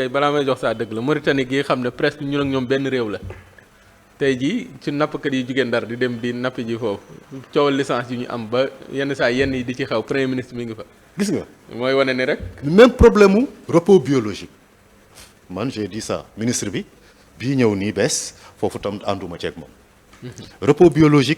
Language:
Wolof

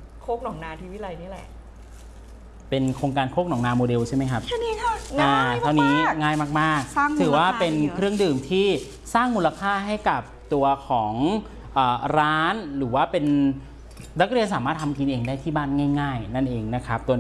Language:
Thai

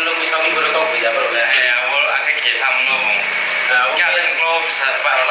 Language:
Riang (India)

